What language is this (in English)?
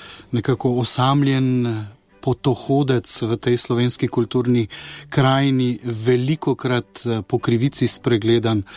Slovenian